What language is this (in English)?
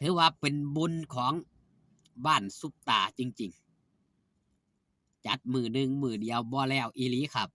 Northeastern Thai